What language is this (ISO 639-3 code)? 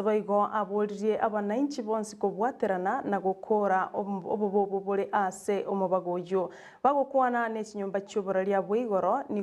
guz